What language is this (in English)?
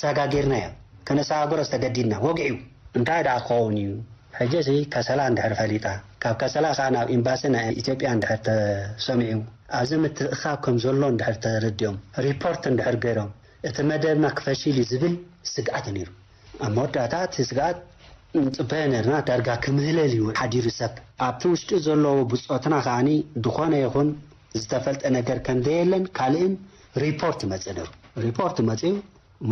Tigrinya